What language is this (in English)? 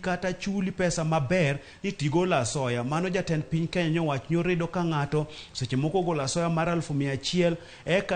Luo (Kenya and Tanzania)